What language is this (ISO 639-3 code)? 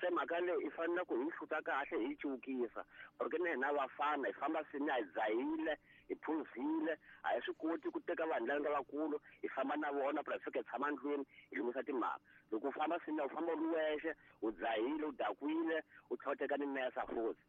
tso